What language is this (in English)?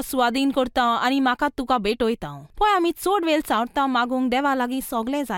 Konkani